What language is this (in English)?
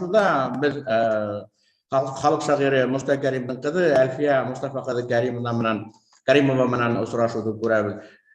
Bashkir